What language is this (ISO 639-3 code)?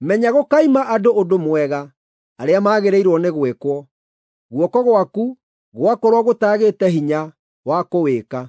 kik